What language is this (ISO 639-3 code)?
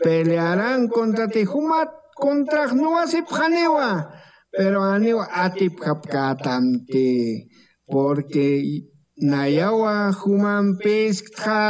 aym